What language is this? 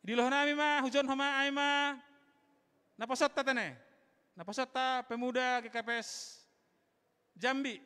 Batak Simalungun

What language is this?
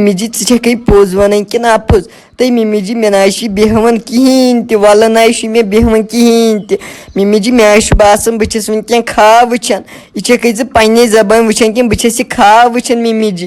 Kashmiri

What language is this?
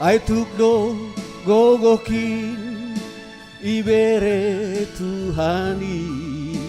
Batak Simalungun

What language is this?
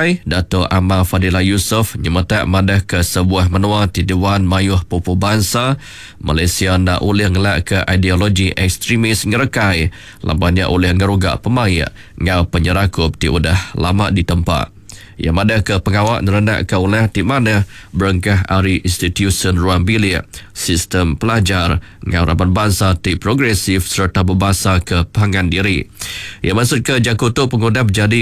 Iban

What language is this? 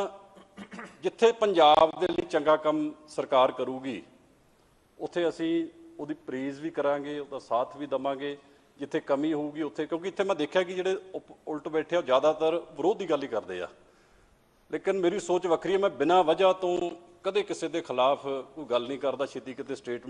Punjabi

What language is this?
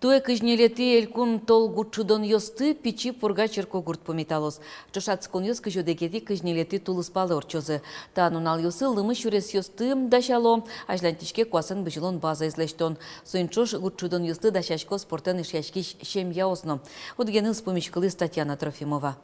Udmurt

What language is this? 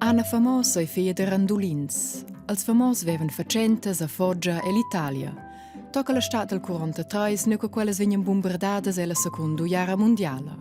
Romansh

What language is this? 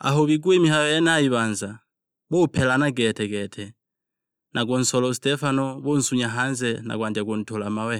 Sukuma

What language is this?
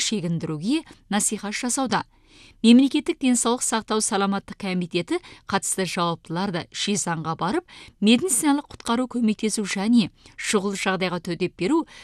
Kazakh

